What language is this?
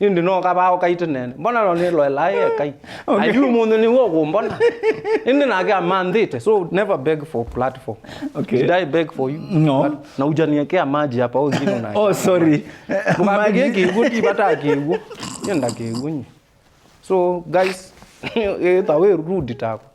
Kamba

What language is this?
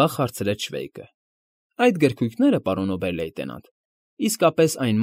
Armenian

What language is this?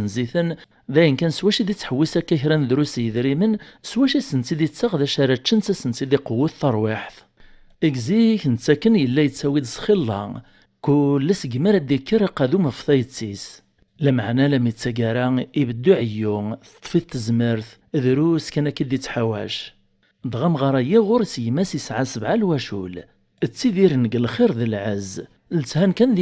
Kabyle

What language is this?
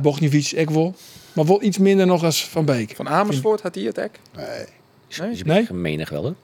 Western Frisian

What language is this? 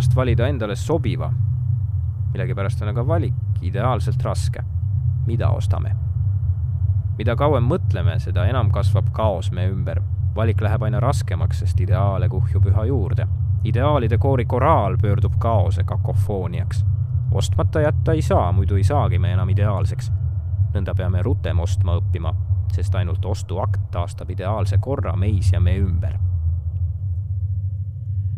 Estonian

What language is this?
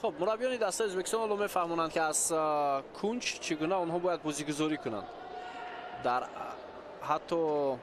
Tajik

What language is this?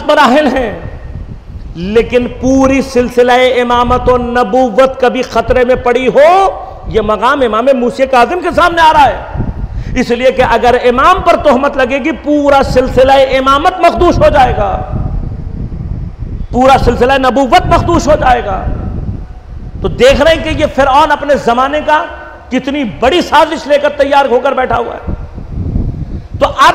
Urdu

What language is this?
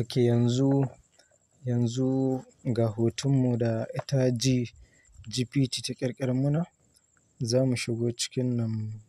Hausa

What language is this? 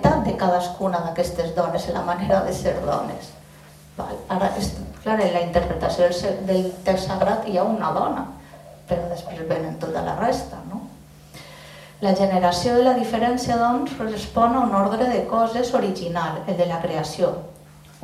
Catalan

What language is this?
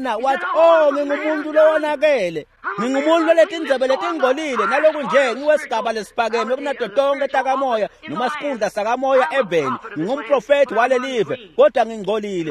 Swati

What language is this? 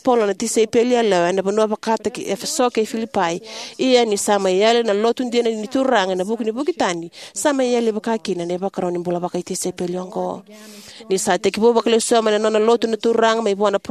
Fijian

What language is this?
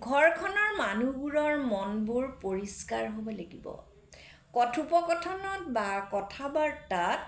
Assamese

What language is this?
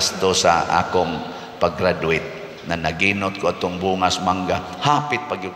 Cebuano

